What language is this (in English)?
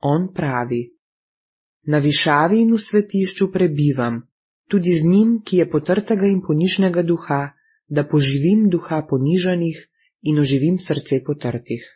Slovenian